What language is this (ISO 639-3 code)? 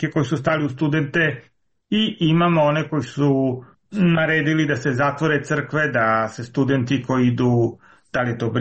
srp